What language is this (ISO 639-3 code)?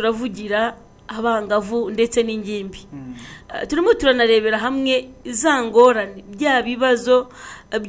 kin